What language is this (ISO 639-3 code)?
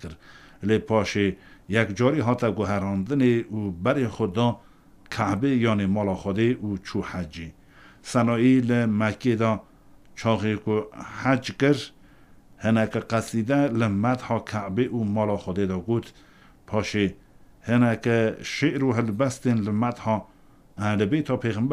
kur